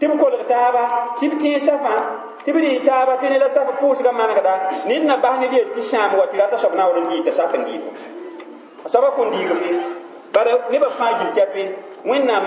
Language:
Mossi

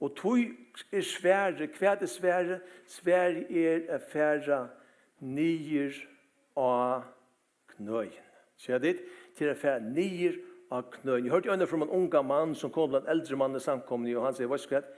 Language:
Faroese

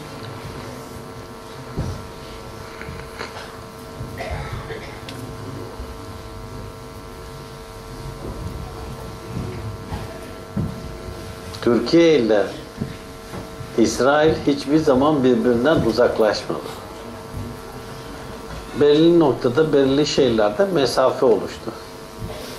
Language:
Turkish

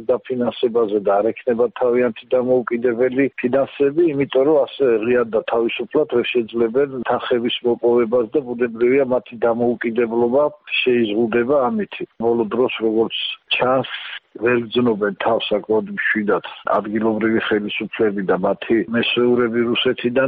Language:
Georgian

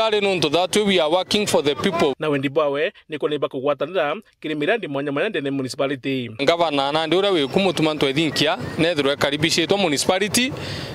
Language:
Meru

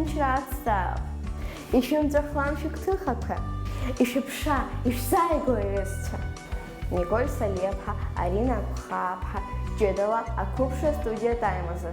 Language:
Abkhazian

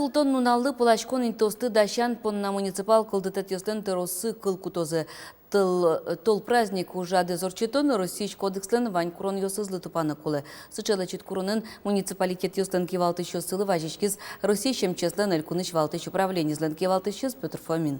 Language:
Udmurt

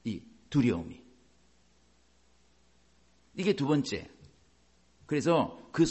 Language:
Korean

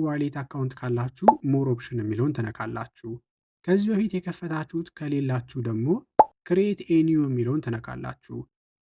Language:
Amharic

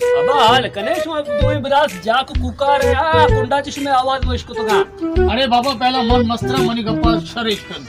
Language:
Baluchi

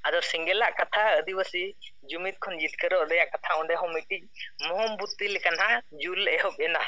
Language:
Santali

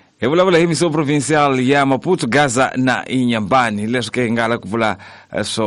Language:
Tsonga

